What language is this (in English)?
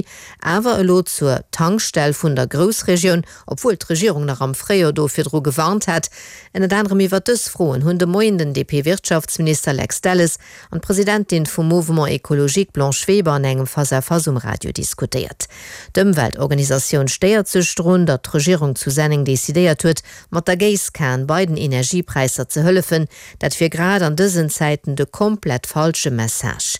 Luxembourgish